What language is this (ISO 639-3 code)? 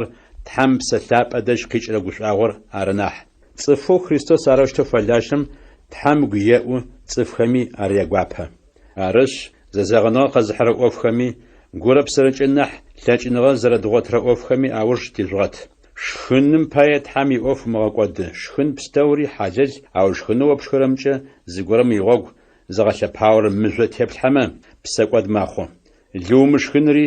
ady